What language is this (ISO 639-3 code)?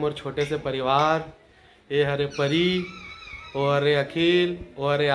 hne